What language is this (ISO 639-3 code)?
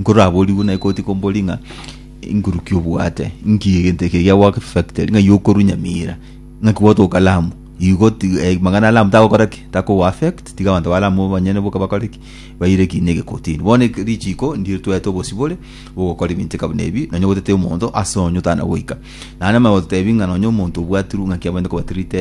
guz